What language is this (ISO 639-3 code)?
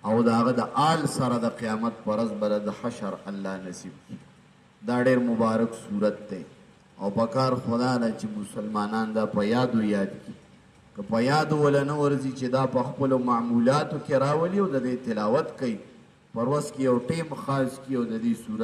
pus